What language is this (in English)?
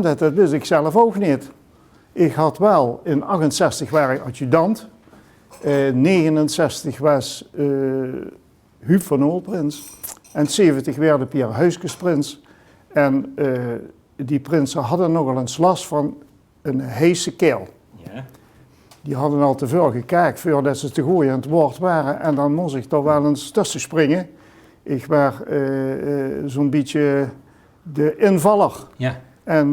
Limburgish